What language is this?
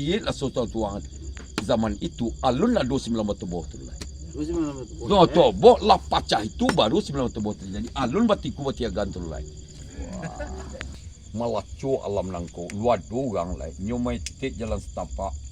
Minangkabau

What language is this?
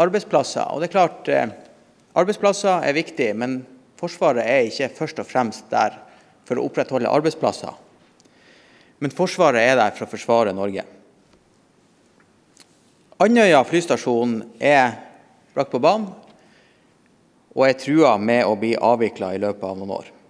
Norwegian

